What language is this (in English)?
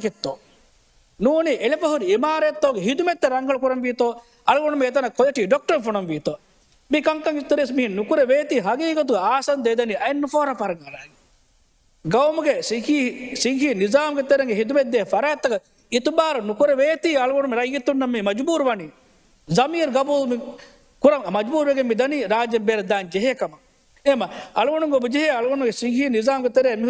Divehi